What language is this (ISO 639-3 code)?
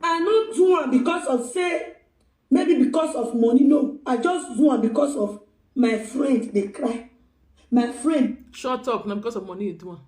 pcm